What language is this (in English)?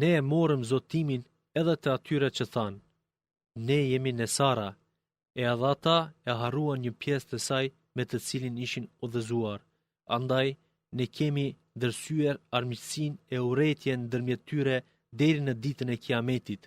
Albanian